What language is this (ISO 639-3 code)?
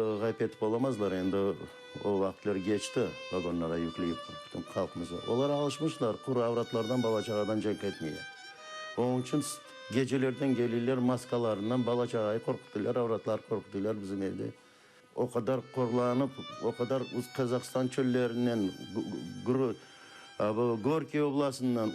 crh